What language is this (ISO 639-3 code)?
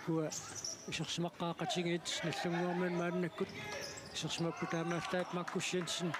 kal